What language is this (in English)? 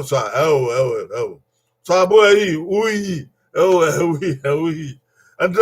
Bini